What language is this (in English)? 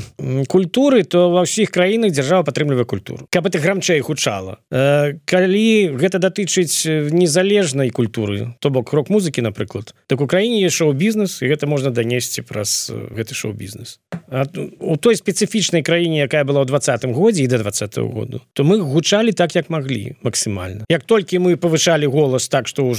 Belarusian